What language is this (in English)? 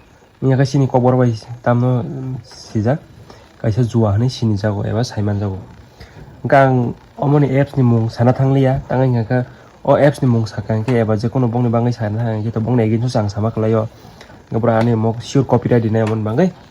Kok Borok